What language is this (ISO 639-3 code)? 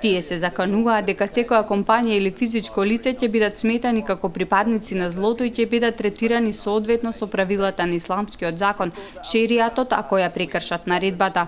mkd